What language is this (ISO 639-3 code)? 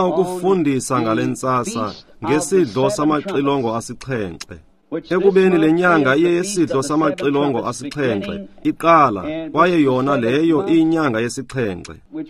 xho